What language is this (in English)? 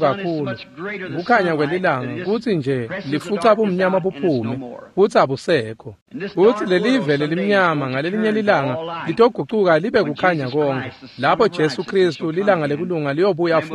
Swati